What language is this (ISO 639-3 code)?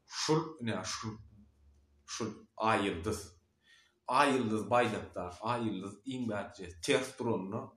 tuk